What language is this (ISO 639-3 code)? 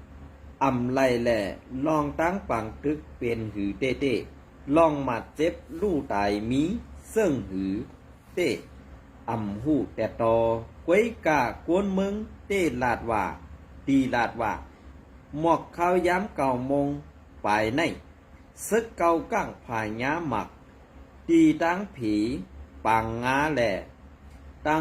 shn